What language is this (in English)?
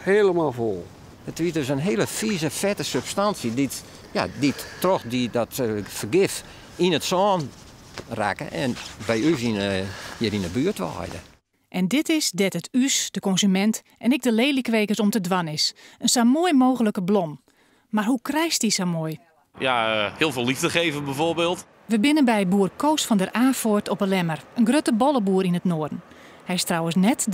Western Frisian